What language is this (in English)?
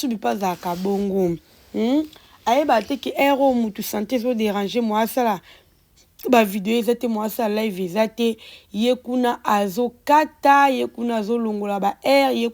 Lingala